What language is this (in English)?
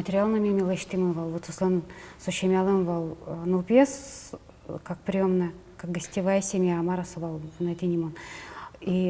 Udmurt